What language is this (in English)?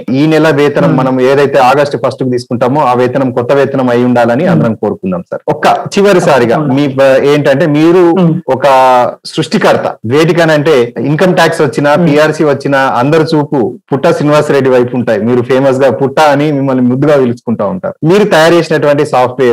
Telugu